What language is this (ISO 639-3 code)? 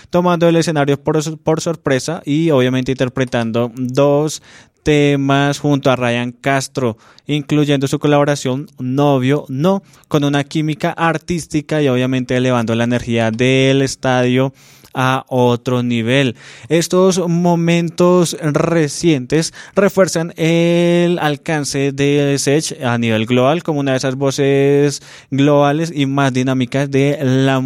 spa